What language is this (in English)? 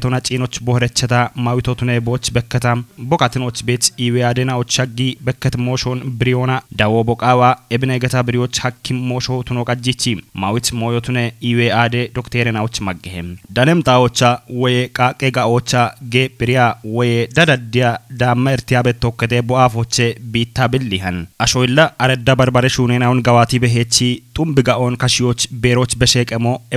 Kafa